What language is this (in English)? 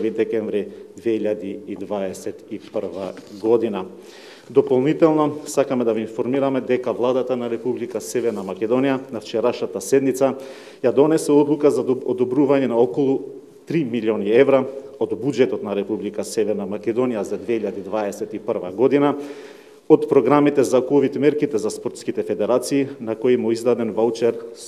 Macedonian